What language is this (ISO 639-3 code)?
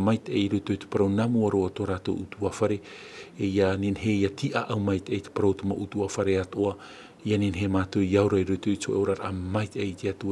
tah